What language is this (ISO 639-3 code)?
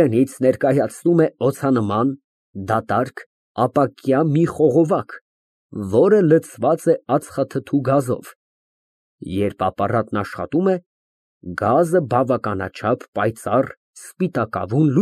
hye